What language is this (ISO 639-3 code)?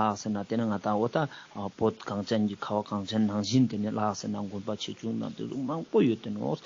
lbj